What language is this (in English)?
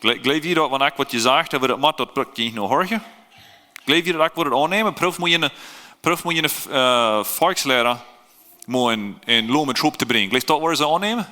Plautdietsch